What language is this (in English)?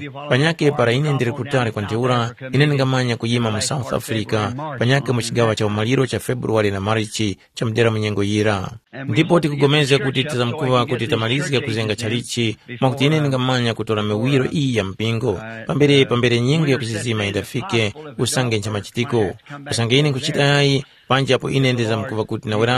Tumbuka